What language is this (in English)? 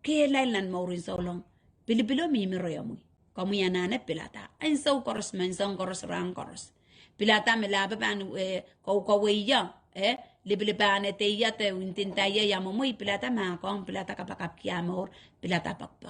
Pohnpeian